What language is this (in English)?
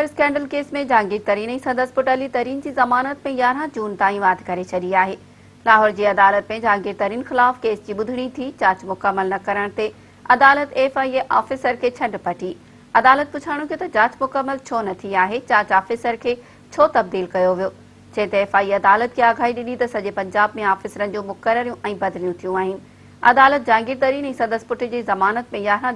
Sindhi